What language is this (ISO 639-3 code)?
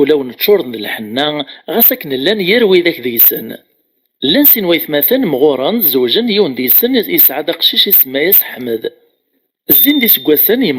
kab